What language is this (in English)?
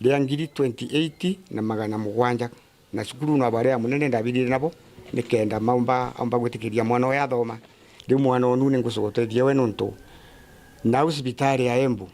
Meru